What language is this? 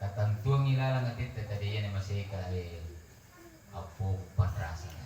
Buginese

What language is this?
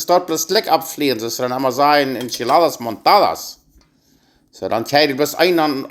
Plautdietsch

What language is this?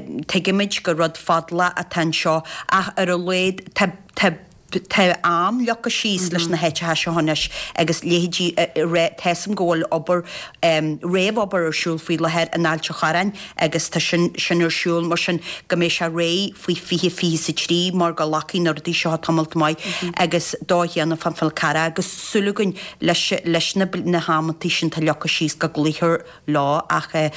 Irish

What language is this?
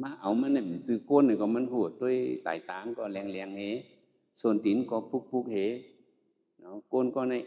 Shan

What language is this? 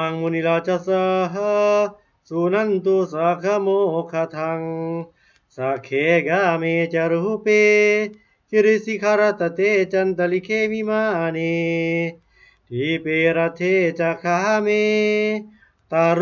Pali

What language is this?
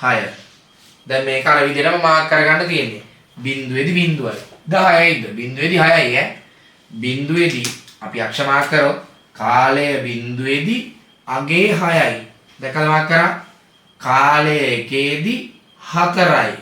Sinhala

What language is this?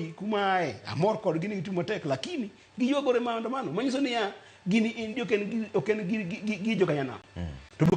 Luo (Kenya and Tanzania)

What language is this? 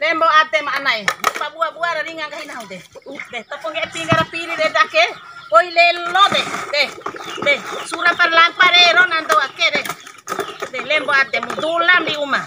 Bima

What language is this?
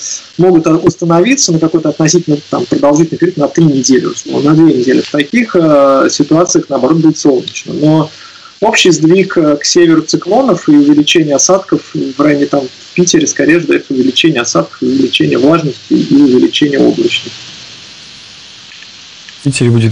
Russian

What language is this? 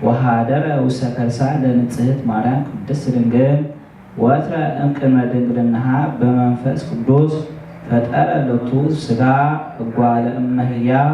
Geez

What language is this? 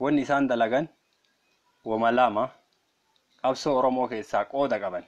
Oromo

